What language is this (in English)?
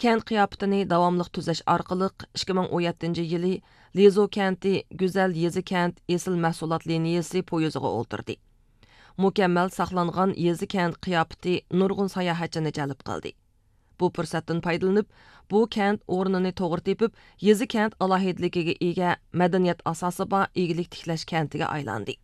Uyghur